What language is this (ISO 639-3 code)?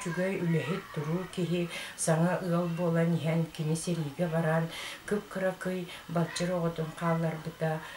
sah